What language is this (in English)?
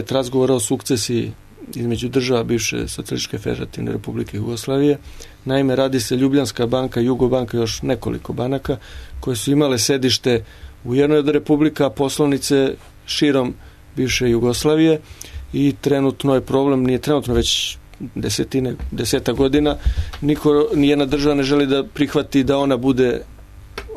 Serbian